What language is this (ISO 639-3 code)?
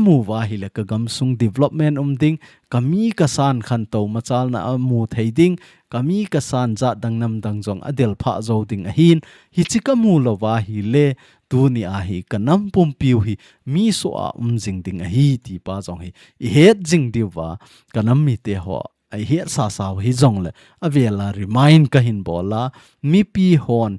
tcz